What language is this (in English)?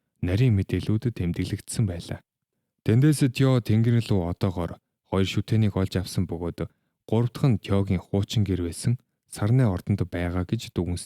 Mongolian